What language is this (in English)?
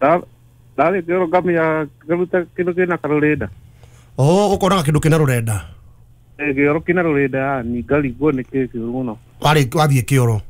Kikuyu